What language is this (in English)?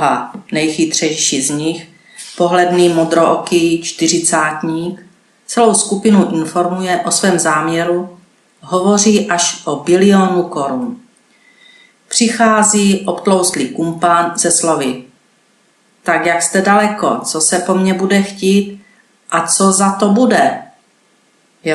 Czech